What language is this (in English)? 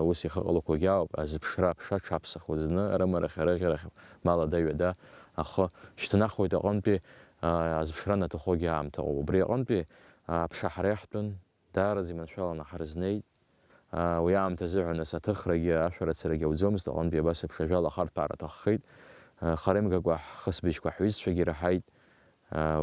Abkhazian